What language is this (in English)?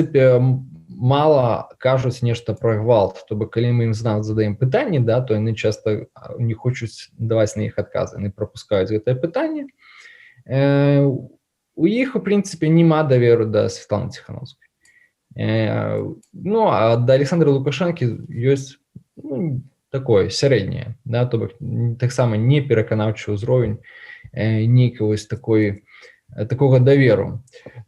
Belarusian